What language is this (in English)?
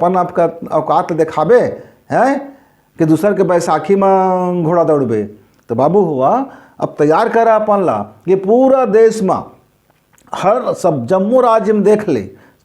Chhattisgarhi